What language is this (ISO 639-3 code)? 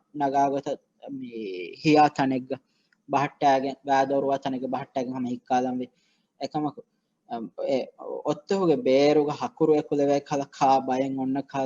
div